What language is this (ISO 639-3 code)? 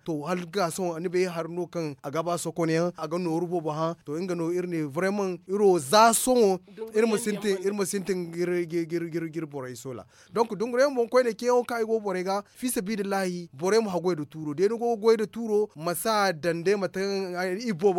dje